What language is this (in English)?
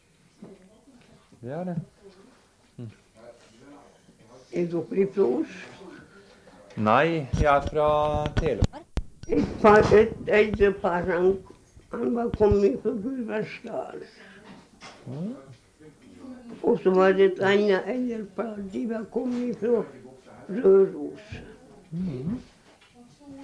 Norwegian